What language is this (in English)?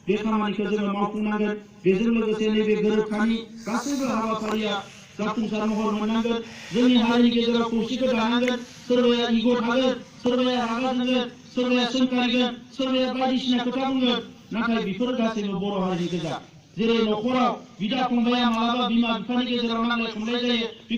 Bodo